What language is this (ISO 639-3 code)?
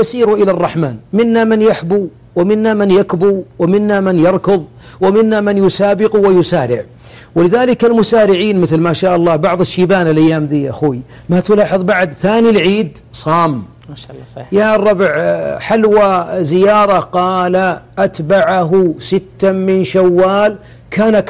ara